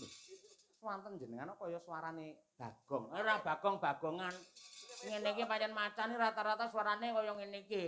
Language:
Javanese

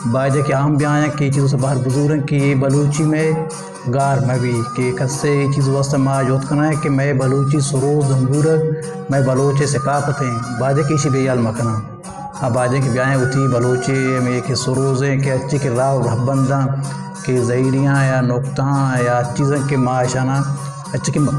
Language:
Baluchi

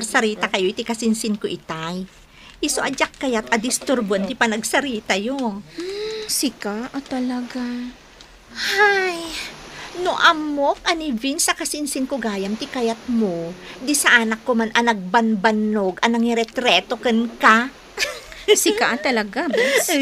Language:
Iloko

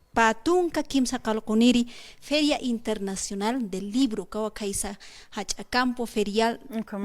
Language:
Aymara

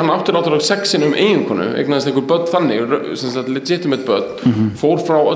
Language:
Icelandic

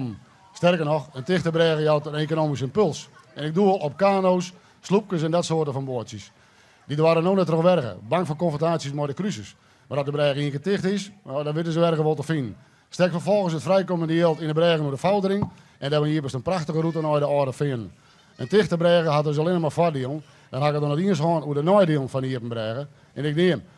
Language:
Western Frisian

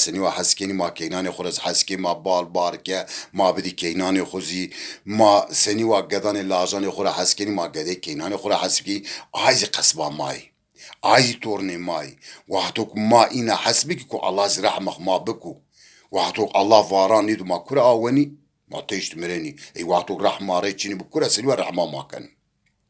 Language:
Zaza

